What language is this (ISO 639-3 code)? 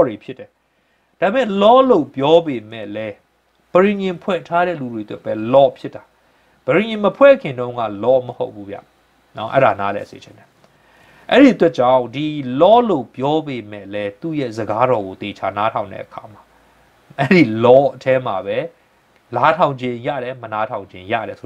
mya